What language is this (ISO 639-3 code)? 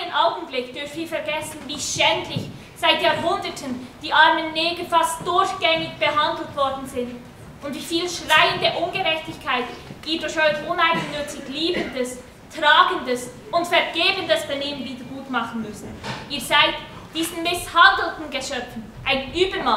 gsw